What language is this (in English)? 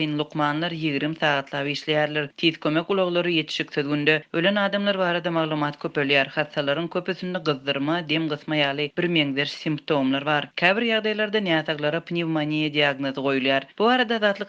Turkmen